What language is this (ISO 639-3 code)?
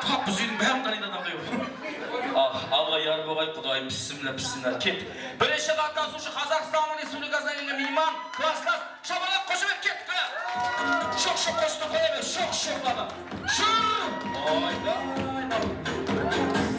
kaa